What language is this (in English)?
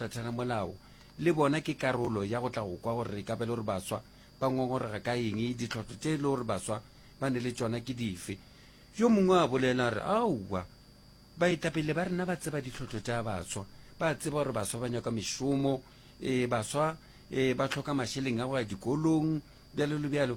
Northern Sotho